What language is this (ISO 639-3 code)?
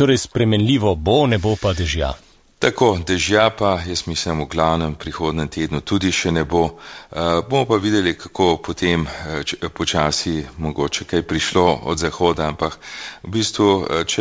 slv